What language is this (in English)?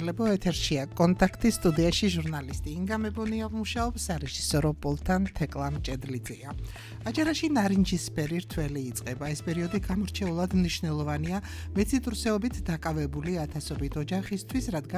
Georgian